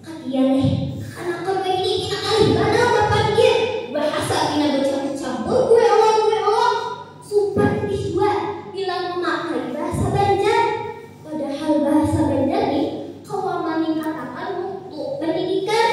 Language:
Banjar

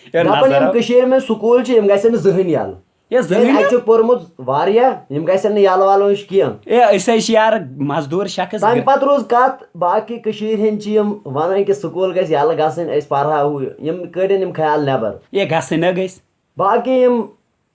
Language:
Kashmiri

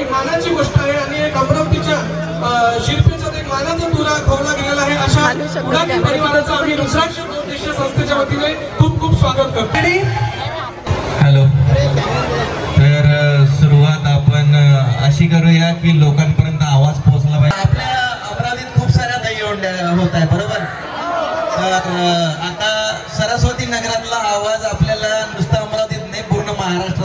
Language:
Marathi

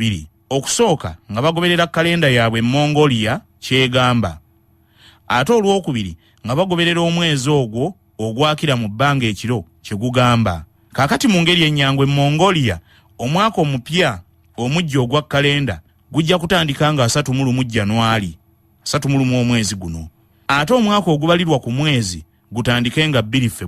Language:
Ganda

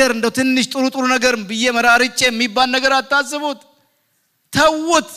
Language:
Amharic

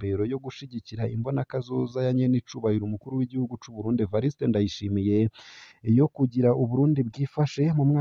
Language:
Rundi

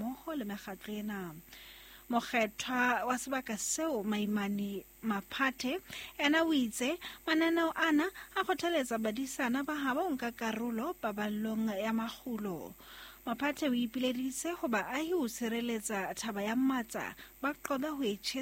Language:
Southern Sotho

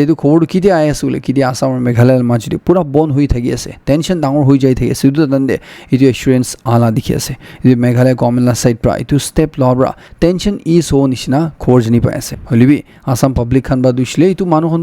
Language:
Naga Pidgin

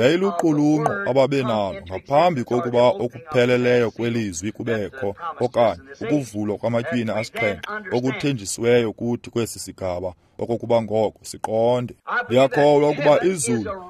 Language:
Xhosa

